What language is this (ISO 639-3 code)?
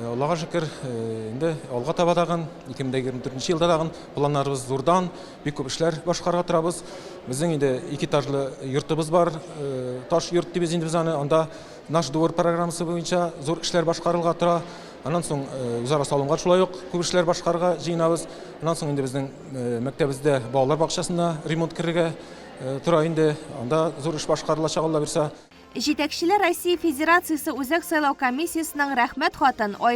tat